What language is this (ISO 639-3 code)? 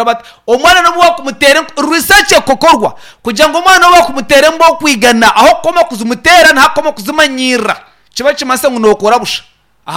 nyn